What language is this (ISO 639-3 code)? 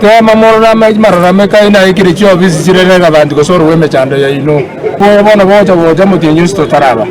guz